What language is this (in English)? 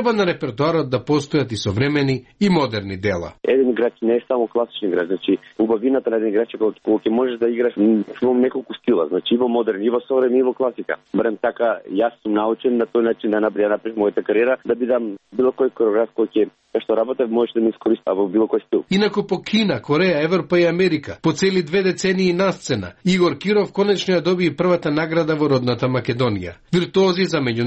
Macedonian